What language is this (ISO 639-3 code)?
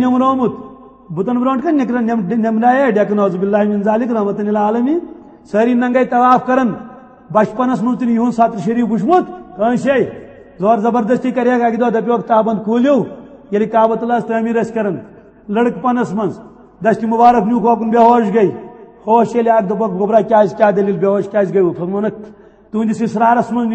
kas